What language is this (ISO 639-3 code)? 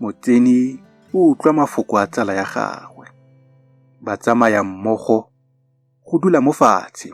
tsn